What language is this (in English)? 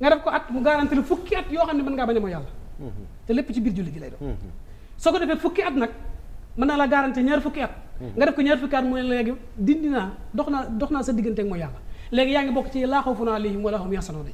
Wolof